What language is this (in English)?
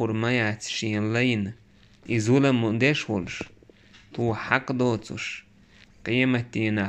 Chechen